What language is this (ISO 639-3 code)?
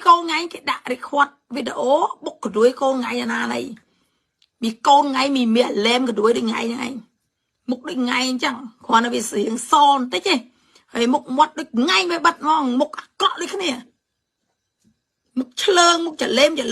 khm